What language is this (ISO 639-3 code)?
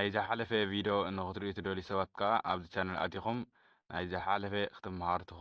tir